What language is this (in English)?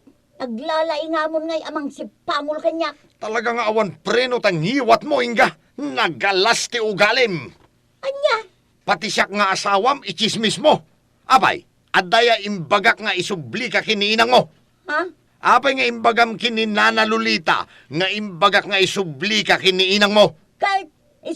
Iloko